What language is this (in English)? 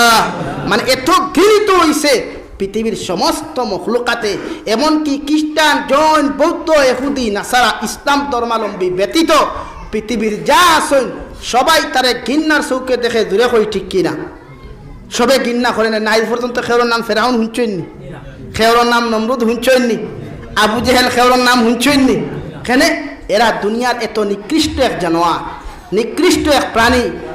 Sylheti